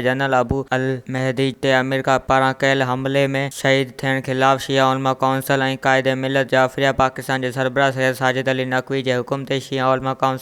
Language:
Sindhi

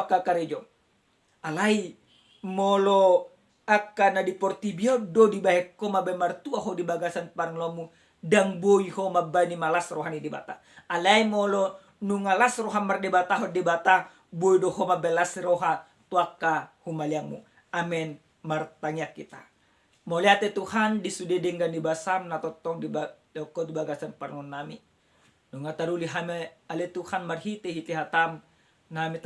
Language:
Batak Toba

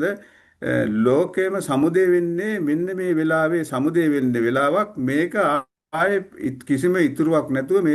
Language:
Sinhala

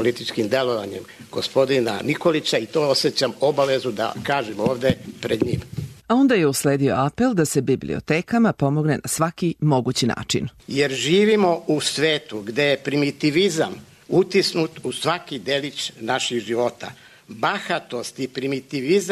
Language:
Serbian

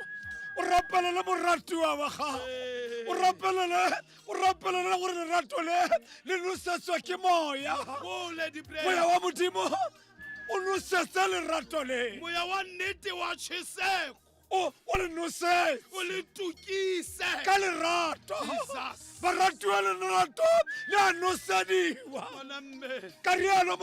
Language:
Tswana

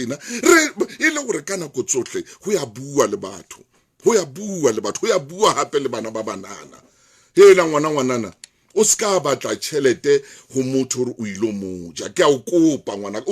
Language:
Southern Sotho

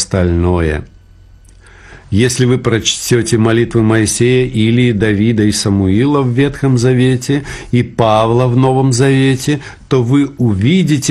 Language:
Russian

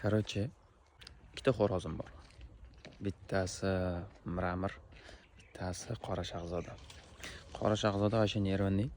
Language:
Uzbek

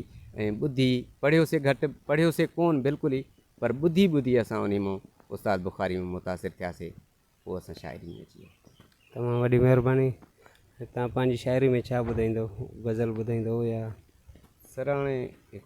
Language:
Sindhi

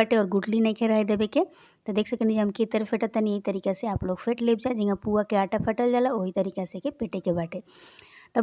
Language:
Bhojpuri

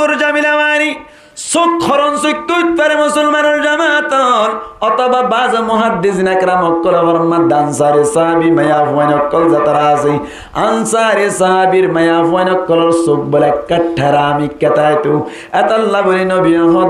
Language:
Rohingya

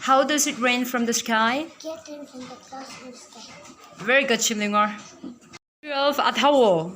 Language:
Tangkhul Naga (India)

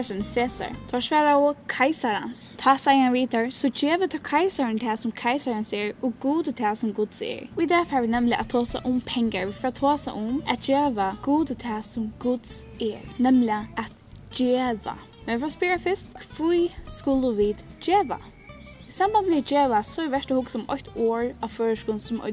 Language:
Faroese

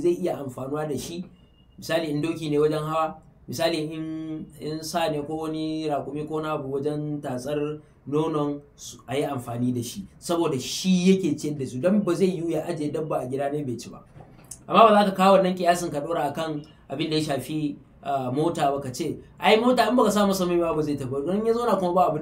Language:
Hausa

